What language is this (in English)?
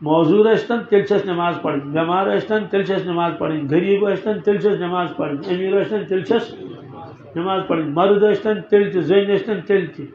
Kashmiri